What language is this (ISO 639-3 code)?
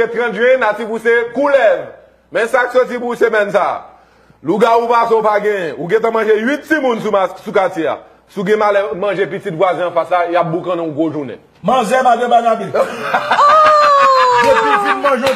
hat